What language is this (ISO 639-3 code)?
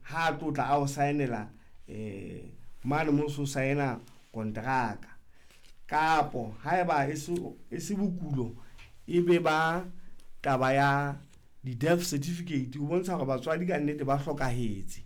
sot